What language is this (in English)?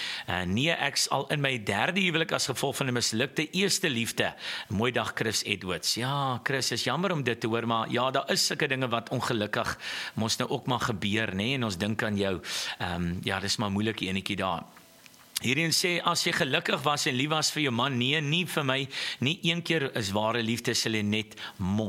Afrikaans